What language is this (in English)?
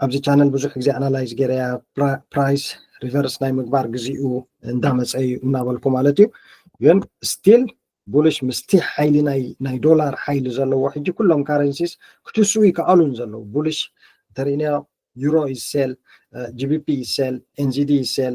Tigrinya